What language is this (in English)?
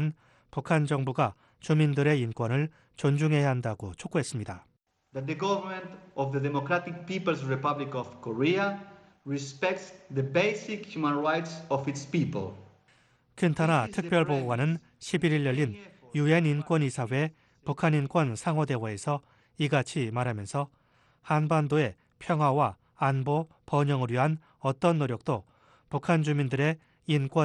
Korean